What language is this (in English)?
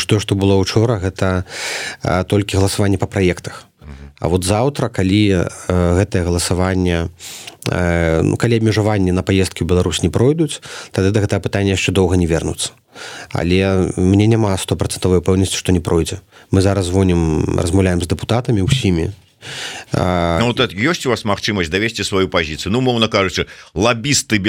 Belarusian